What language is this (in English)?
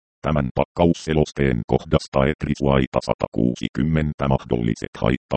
Finnish